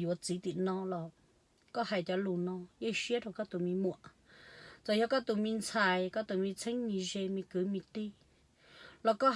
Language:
Hmong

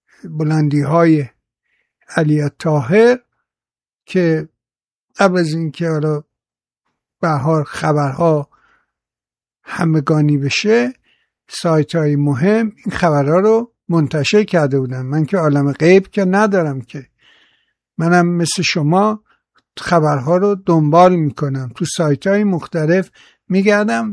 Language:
Persian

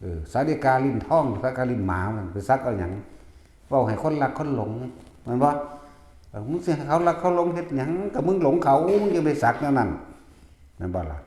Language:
Northeastern Thai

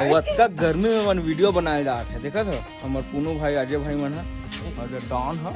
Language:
Chhattisgarhi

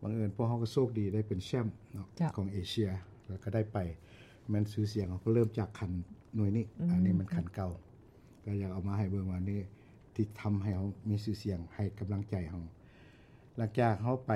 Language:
Lao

